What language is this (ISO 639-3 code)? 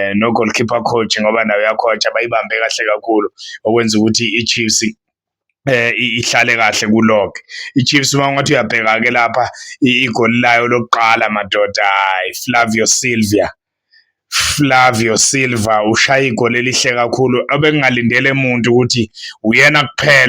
zul